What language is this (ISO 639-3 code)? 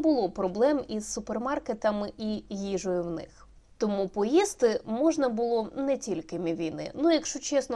ukr